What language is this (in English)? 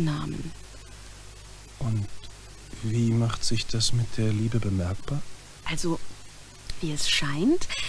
German